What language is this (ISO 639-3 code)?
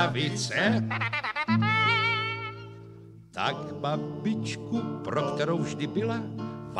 ces